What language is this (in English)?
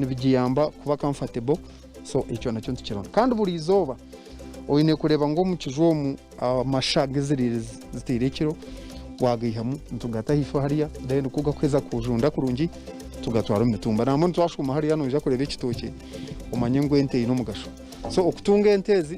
Nyankole